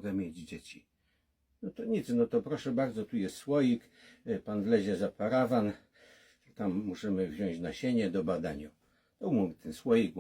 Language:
Silesian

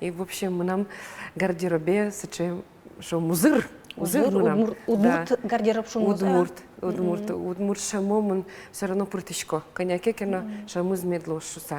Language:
Udmurt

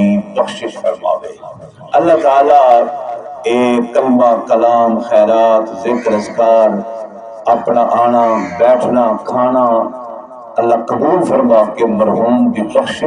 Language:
Saraiki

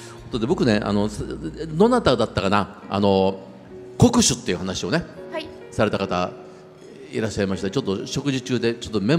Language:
Japanese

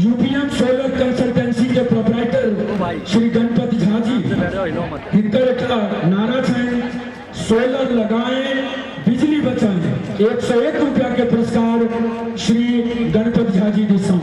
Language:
Maithili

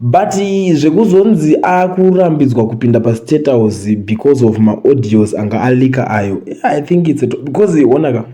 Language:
Shona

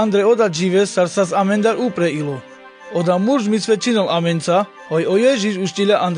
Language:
Carpathian Romani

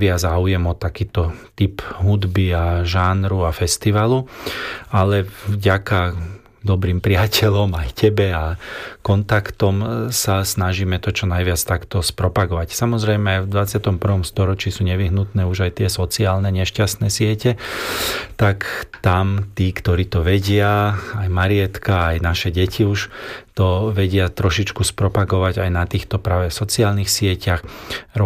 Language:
Slovak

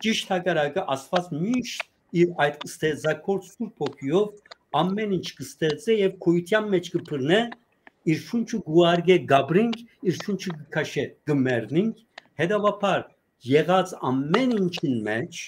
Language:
Western Armenian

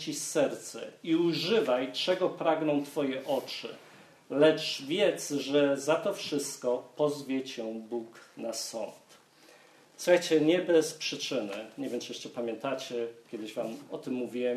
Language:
Polish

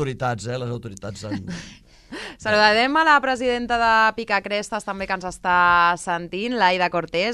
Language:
Catalan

